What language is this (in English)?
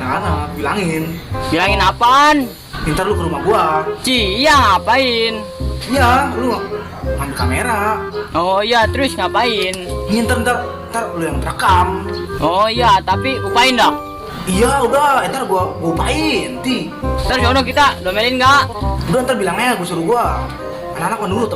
Betawi